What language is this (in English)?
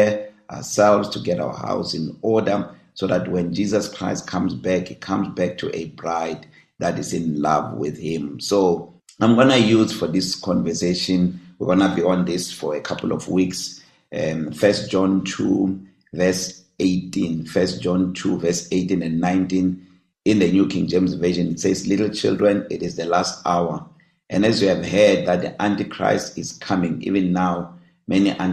English